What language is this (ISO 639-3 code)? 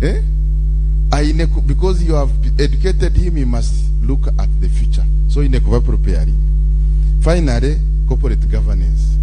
nyn